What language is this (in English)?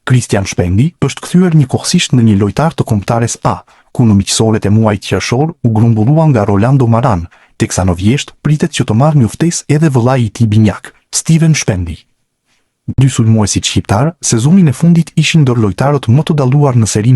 Albanian